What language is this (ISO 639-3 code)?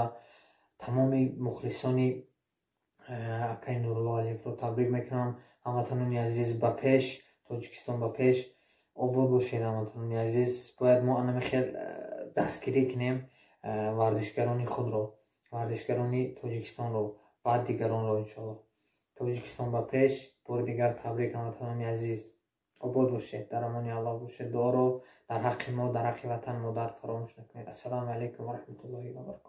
tgk